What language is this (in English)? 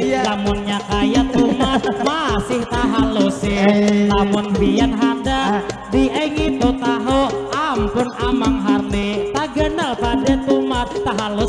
Banjar